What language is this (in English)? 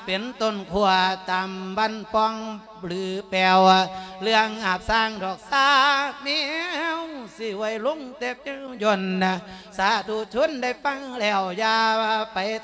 Lao